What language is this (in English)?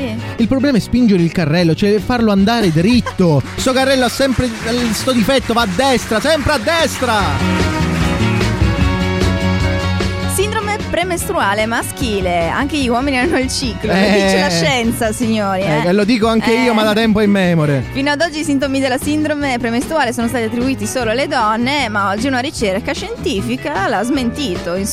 Italian